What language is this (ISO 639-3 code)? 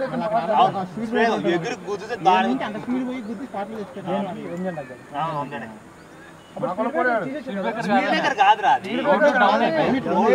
tel